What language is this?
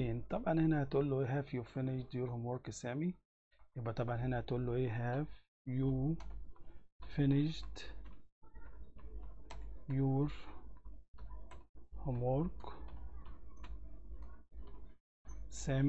Egyptian Arabic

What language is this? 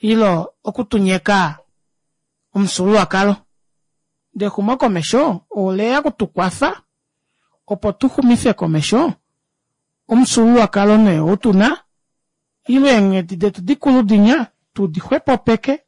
Kuanyama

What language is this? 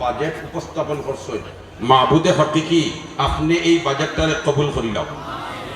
Sylheti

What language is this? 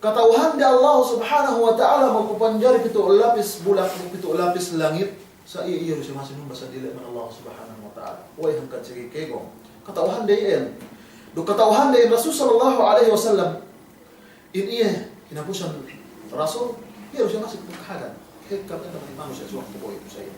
Yakan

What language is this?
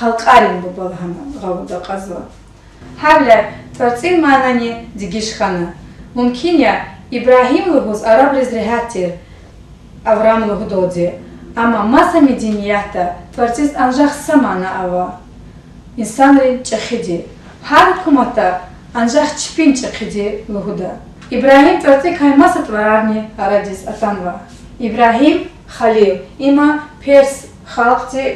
Lezghian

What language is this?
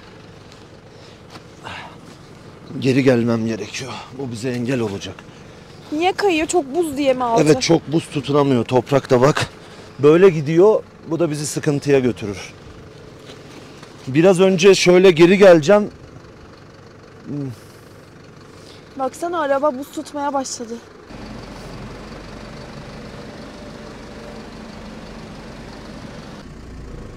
Turkish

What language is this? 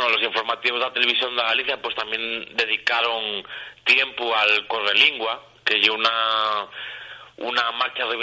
Asturian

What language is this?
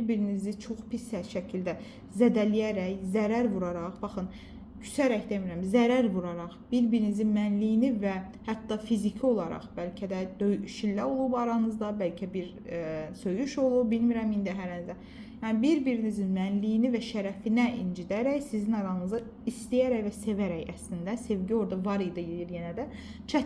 Azerbaijani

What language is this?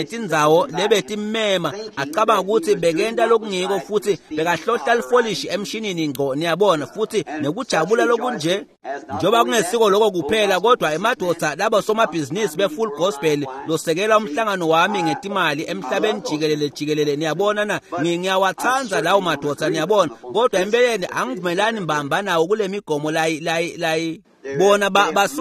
Swati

